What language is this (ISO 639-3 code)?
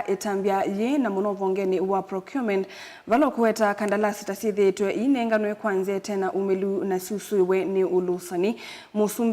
kam